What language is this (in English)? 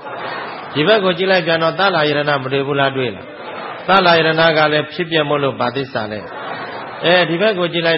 Burmese